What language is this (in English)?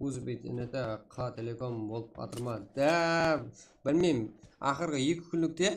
Kara-Kalpak